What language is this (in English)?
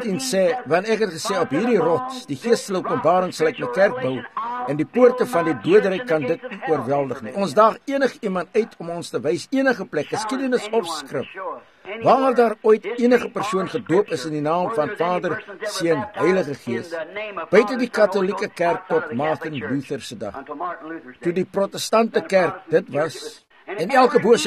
Afrikaans